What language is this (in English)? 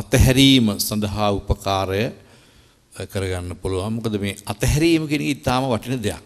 Sinhala